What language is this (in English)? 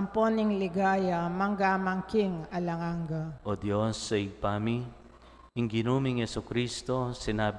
Pampanga